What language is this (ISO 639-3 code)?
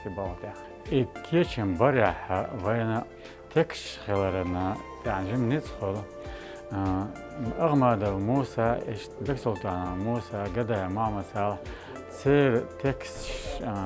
che